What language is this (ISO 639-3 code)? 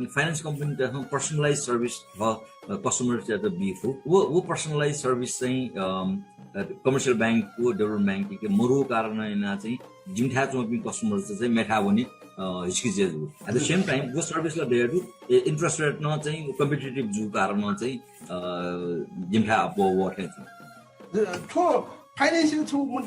new